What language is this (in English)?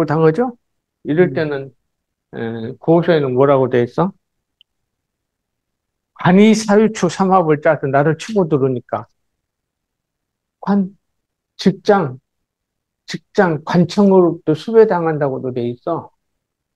Korean